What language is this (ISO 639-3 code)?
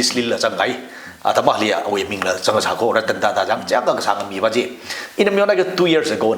nmf